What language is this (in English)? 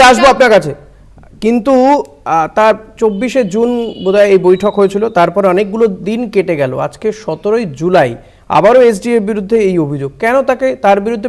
Bangla